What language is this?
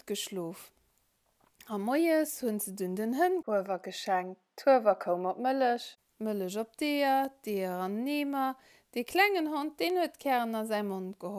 Luxembourgish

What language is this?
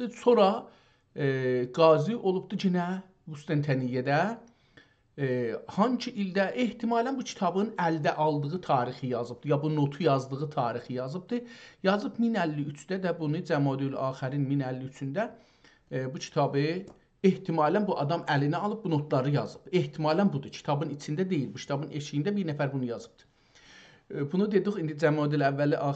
South Azerbaijani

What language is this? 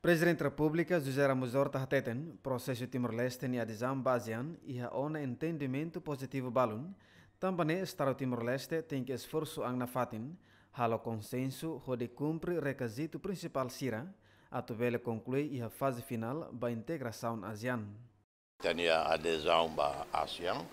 Tetum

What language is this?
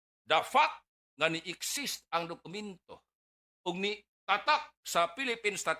Cebuano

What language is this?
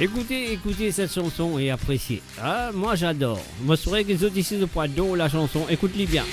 Morisyen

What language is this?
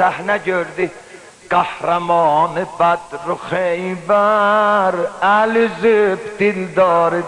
South Azerbaijani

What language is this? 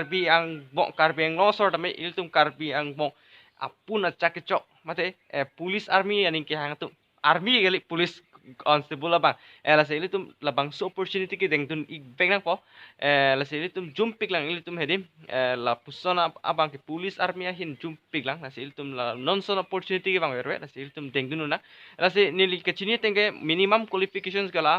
Karbi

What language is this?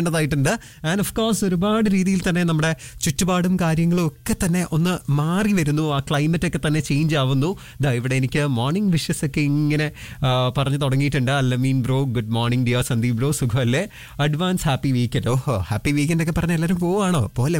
Malayalam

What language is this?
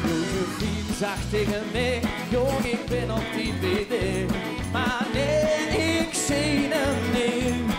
Limburgish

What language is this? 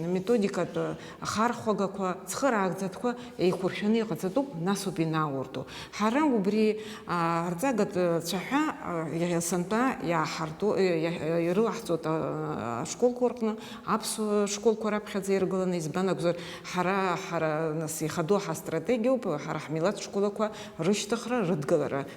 Abkhazian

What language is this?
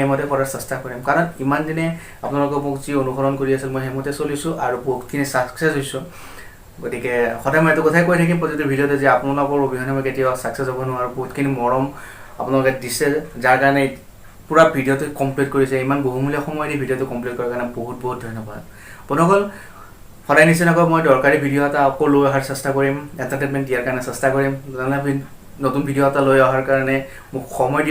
Assamese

